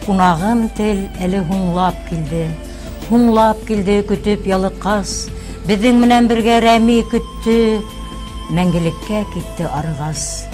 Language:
Bashkir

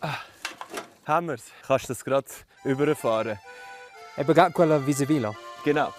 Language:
Romansh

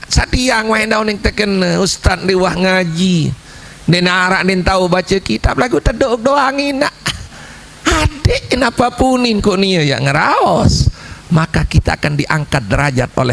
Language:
Sasak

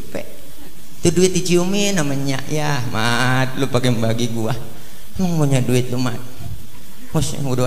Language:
Betawi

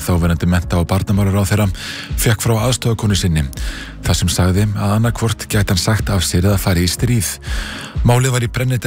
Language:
Icelandic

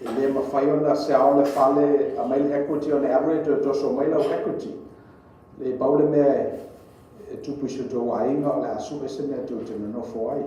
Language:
Samoan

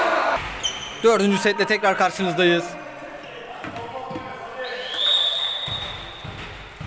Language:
Turkish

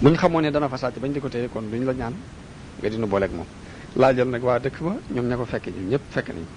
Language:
Wolof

